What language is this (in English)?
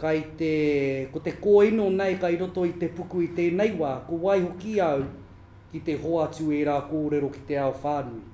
Māori